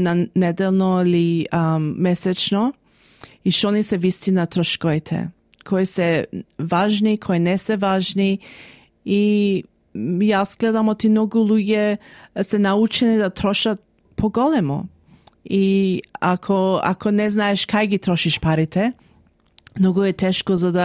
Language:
Macedonian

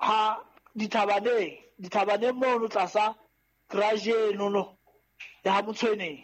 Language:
Southern Sotho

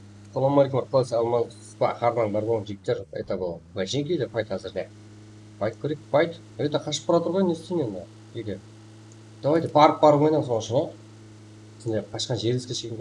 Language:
Kara-Kalpak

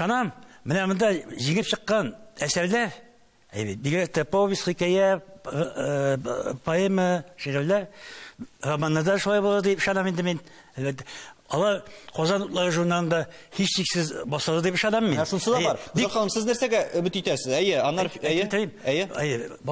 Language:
Tatar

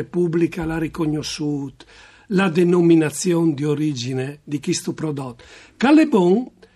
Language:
Friulian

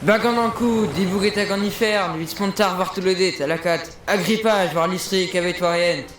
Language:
Breton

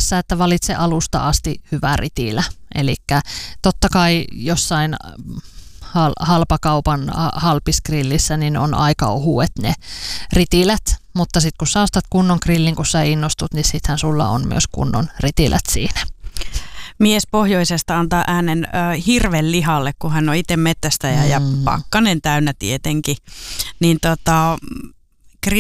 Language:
Finnish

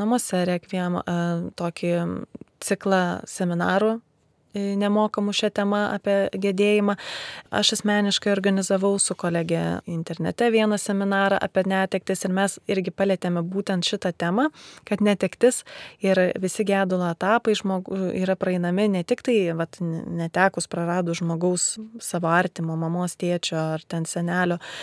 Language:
Lithuanian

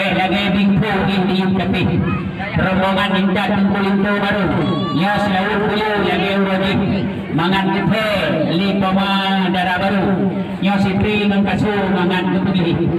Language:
Achinese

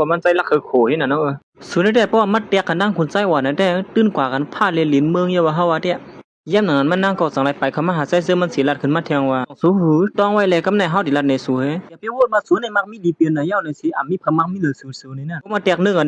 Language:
Shan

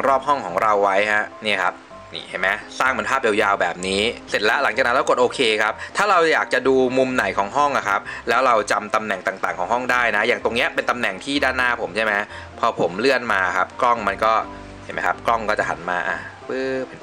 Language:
Thai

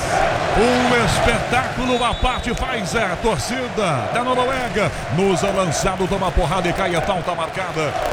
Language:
Portuguese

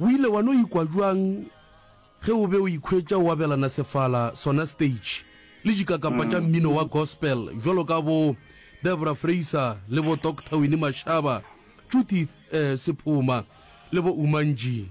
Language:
Northern Sotho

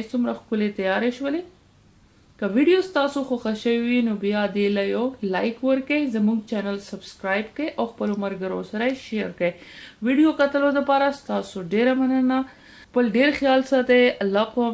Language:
Pashto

